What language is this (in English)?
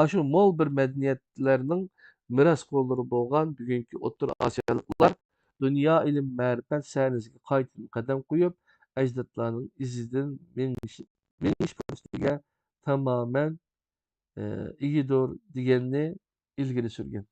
Uyghur